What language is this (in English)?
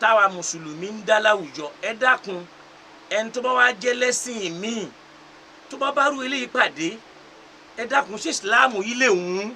Yoruba